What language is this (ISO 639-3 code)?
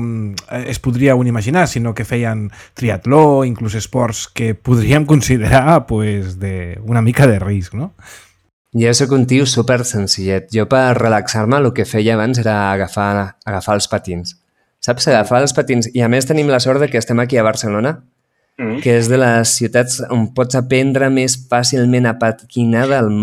cat